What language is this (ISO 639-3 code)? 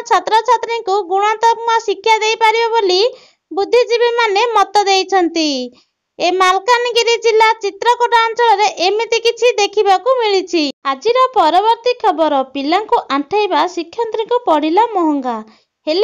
ori